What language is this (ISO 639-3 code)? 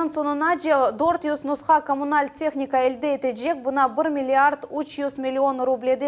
crh